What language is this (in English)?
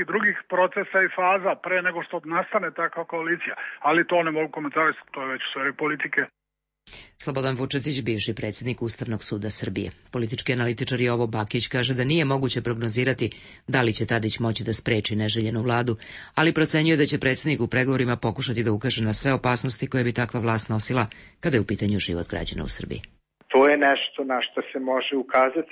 Serbian